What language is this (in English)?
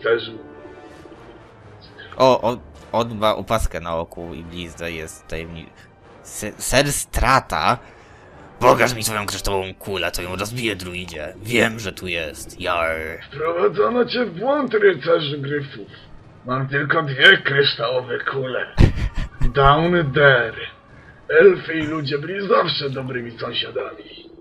Polish